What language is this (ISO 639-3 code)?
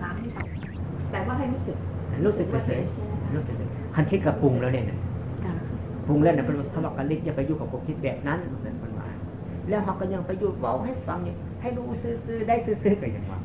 tts